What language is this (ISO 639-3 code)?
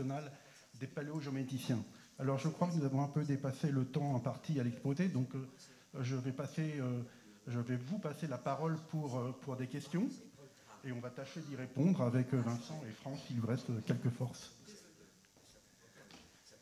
fra